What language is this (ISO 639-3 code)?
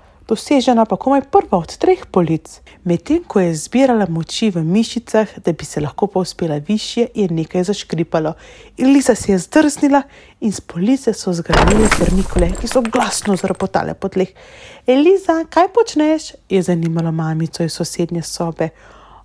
slv